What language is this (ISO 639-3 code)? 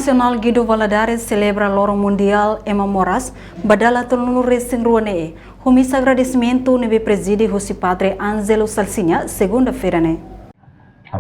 tet